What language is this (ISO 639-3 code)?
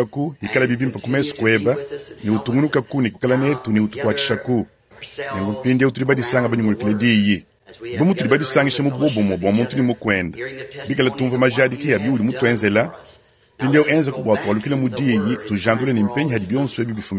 lua